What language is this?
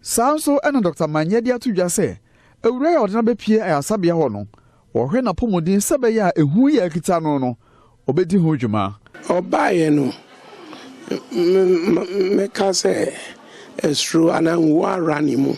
Akan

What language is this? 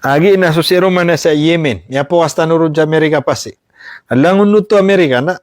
Maranao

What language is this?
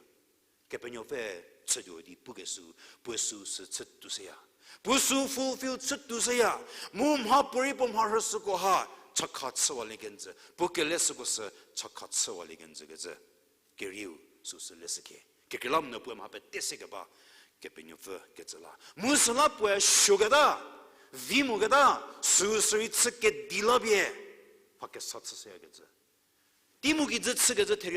Angami Naga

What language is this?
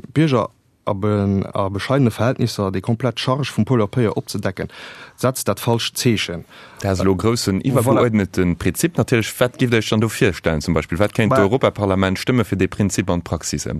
Luxembourgish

